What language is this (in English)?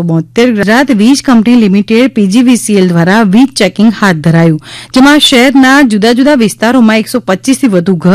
Gujarati